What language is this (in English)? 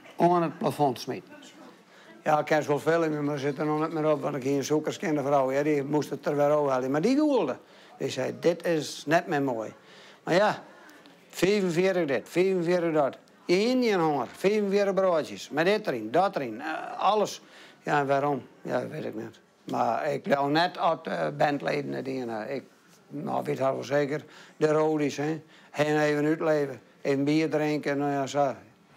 Western Frisian